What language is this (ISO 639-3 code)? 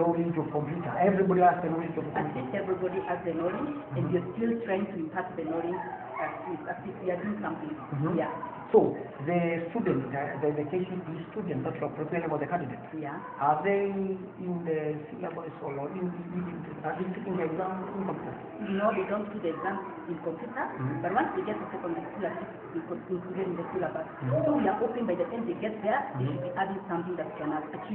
mer